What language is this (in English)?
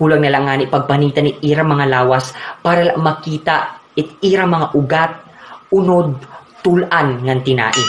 Waray